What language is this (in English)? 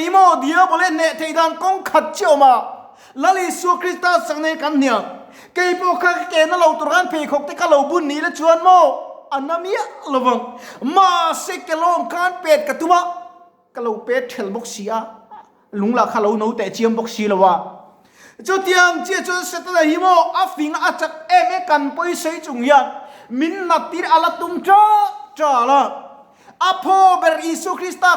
Mizo